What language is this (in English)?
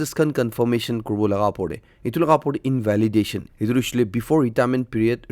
Naga Pidgin